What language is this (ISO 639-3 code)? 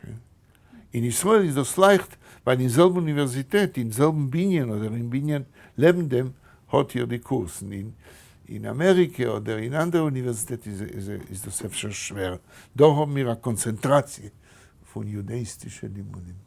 yid